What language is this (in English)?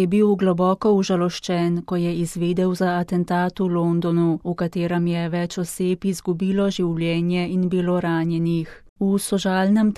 Slovenian